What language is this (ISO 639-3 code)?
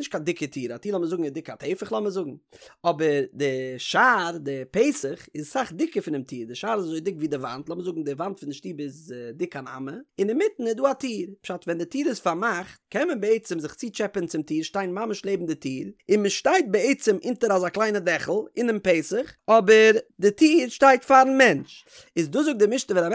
yid